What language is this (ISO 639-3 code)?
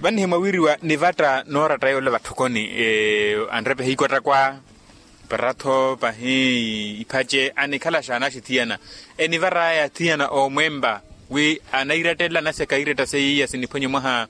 vmw